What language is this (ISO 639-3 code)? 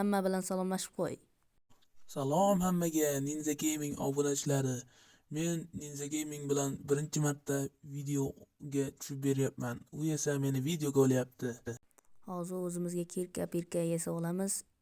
uzb